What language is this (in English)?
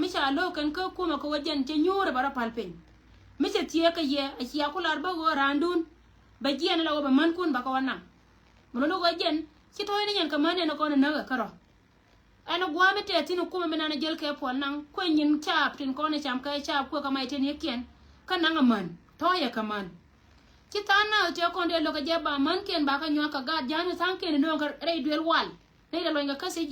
Nuer